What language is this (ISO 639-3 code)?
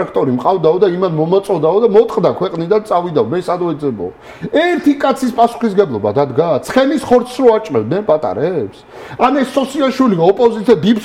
kat